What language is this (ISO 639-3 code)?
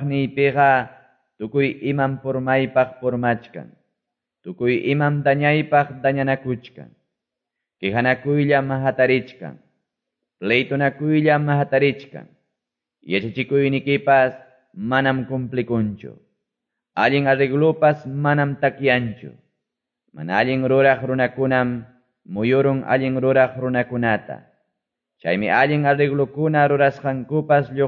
que